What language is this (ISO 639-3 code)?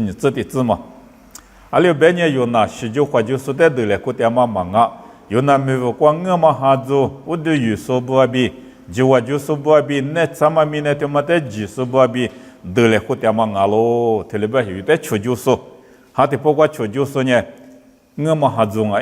lis